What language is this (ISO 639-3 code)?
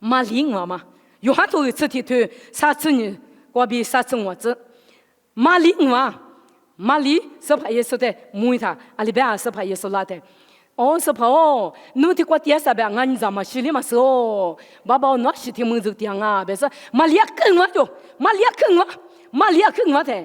lis